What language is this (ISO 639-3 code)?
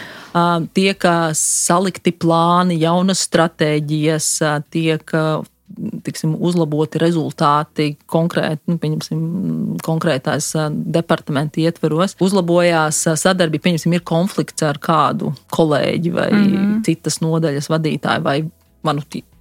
lav